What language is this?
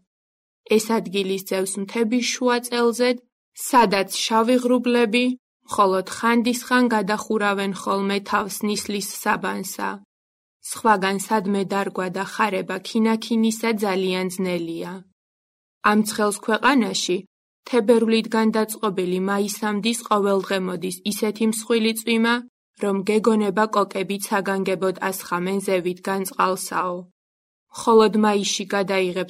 Georgian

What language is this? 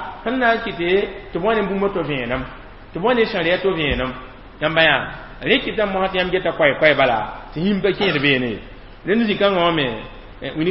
Mossi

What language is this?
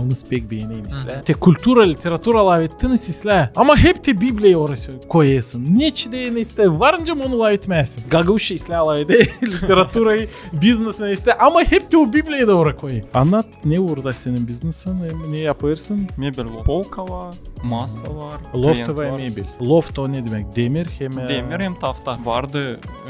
Gagauz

